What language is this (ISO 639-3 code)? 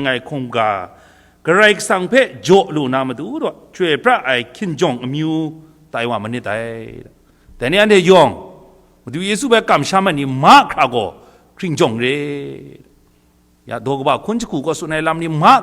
kac